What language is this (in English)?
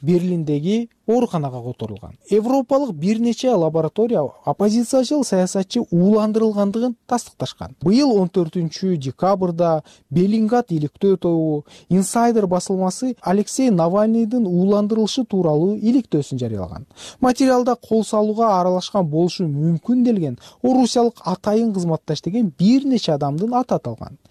Kyrgyz